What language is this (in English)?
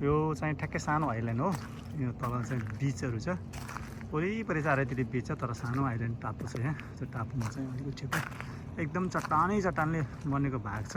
Nepali